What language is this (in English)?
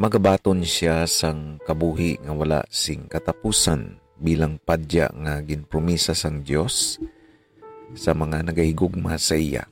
Hiligaynon